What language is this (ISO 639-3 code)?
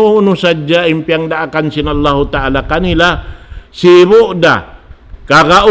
tsg